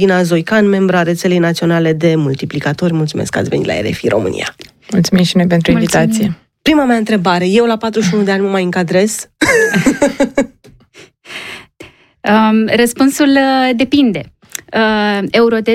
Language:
Romanian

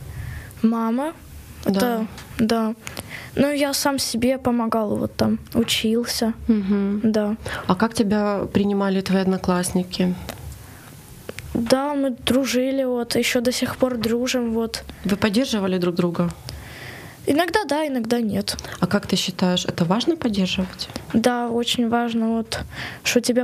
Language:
Russian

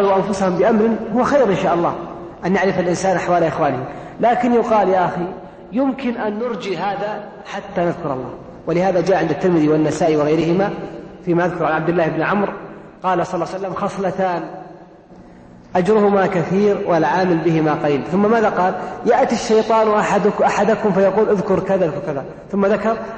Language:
Arabic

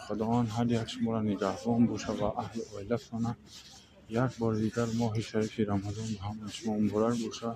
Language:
Tajik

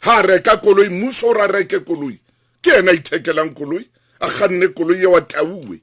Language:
Southern Sotho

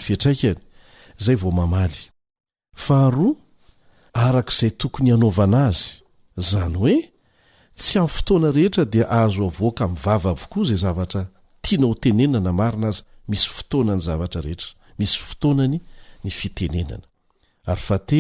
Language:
Malagasy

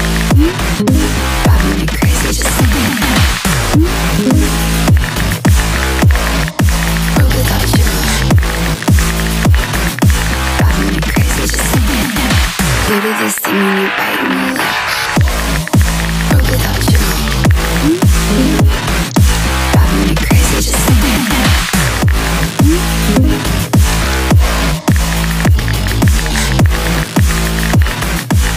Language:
English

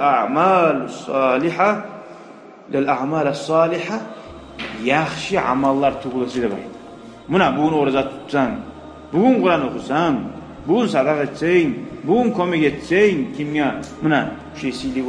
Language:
Kumyk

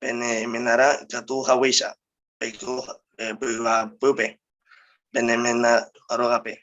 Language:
Guarani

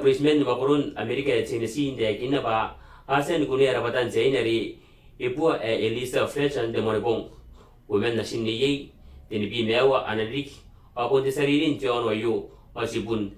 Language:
Gilbertese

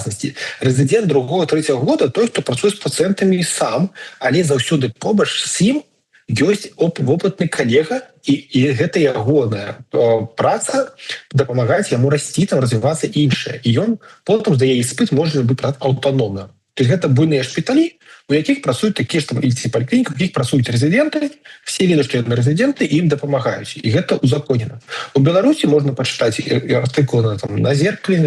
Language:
Belarusian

